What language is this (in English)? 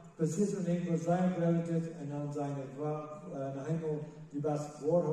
Plautdietsch